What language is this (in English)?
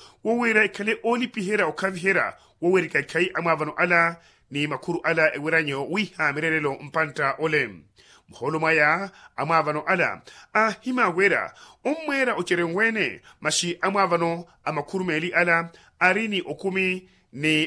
Makhuwa